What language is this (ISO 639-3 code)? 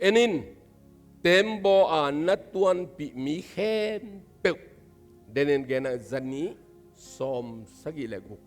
ctd